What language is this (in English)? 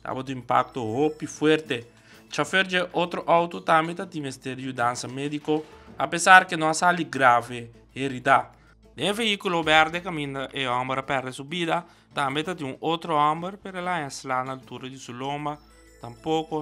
Papiamento